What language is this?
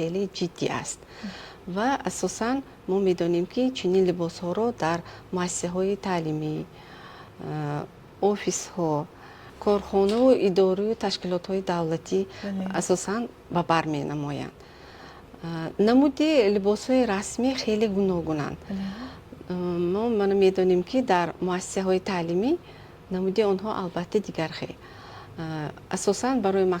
Tajik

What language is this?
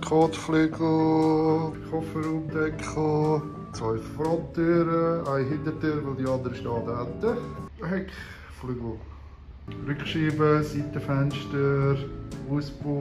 Swiss German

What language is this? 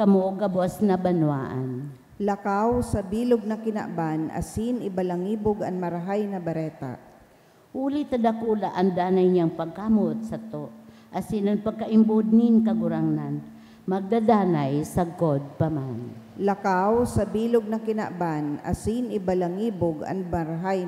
Bikol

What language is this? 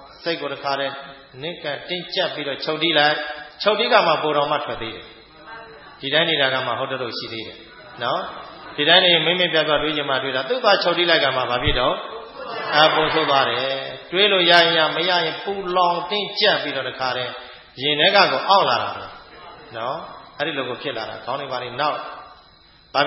Burmese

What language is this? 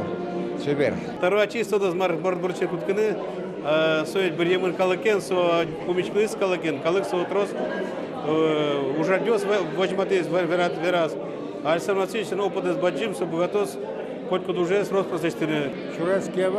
Udmurt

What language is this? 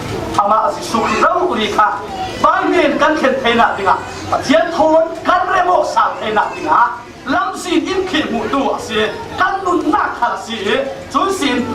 Falam Chin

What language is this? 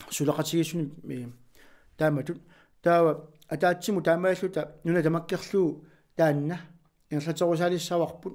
Kalaallisut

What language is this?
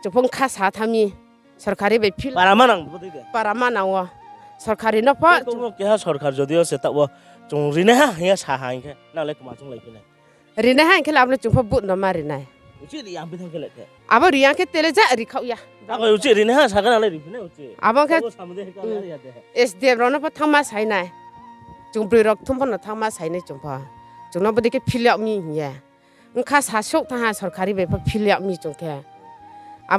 Riang (India)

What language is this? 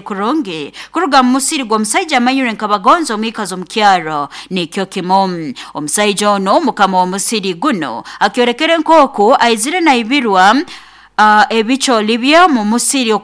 Nyoro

